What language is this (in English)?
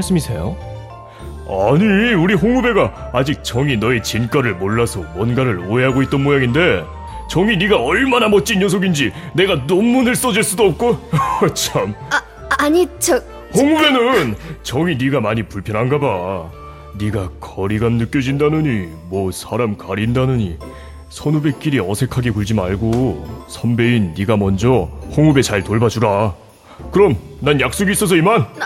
Korean